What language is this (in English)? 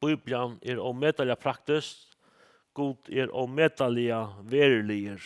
Faroese